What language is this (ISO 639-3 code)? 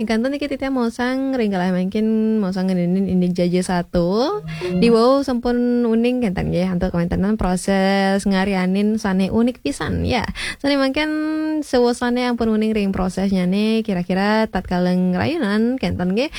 ban